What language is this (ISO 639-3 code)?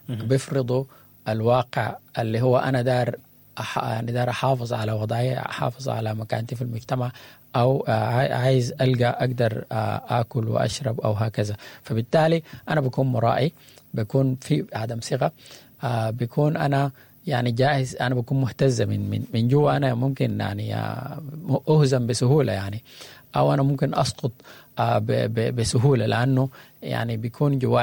apd